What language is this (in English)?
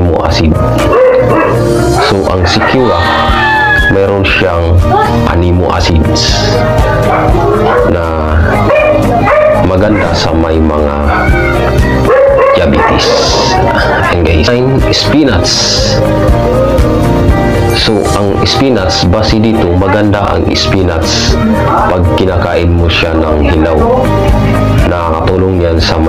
Filipino